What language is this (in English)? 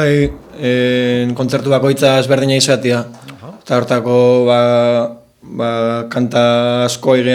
Basque